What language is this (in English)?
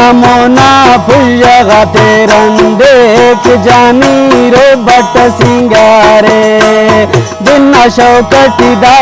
Brahui